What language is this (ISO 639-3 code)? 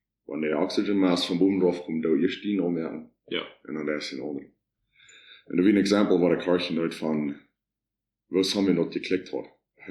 pdt